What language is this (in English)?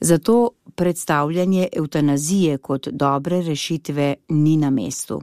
Slovenian